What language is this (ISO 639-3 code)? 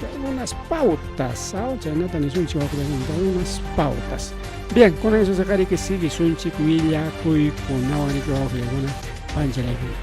quy